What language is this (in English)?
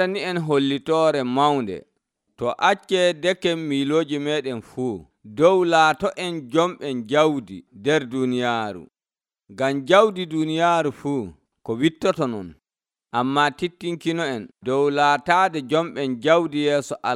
Nigerian Fulfulde